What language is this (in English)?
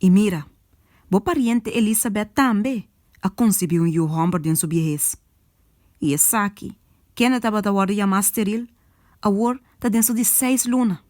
Papiamento